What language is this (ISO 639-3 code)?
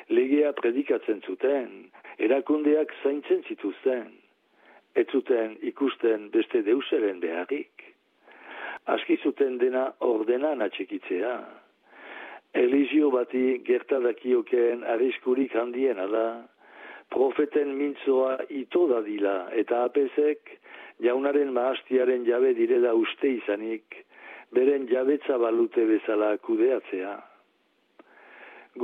eus